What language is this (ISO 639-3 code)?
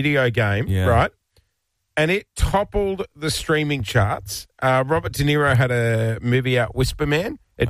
eng